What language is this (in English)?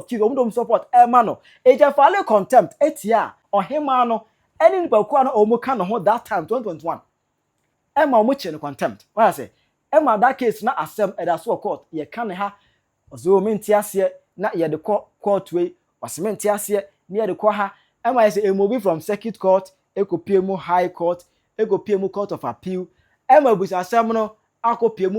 Akan